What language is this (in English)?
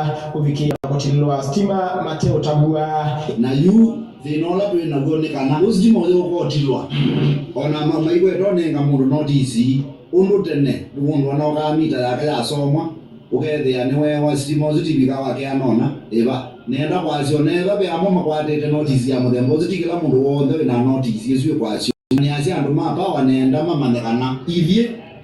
Kamba